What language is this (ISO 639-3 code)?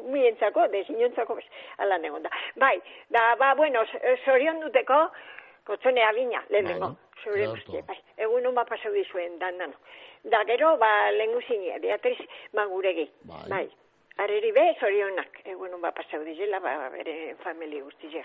eus